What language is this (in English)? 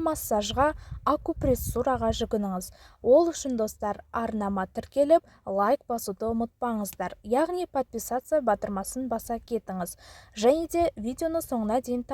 Kazakh